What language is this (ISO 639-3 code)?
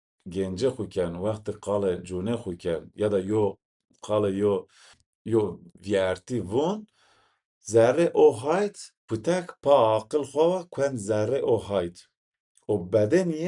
zza